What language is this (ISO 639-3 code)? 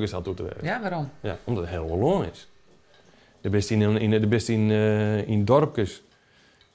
fry